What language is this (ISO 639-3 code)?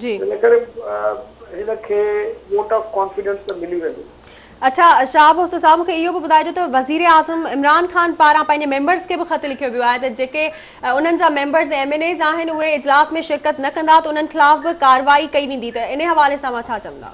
snd